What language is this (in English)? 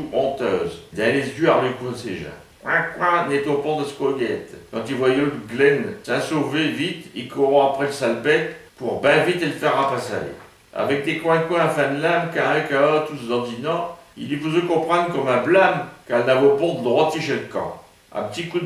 Picard